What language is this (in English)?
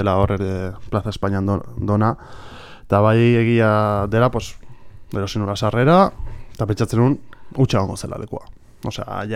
Basque